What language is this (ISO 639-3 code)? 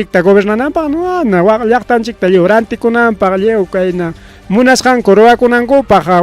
quy